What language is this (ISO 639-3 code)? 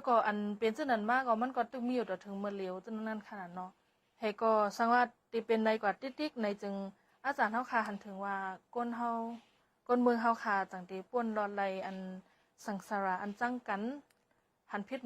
shn